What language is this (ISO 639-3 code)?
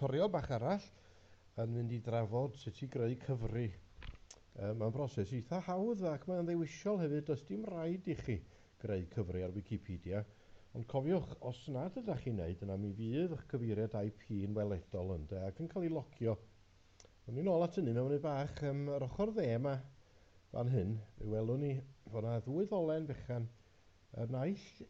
cym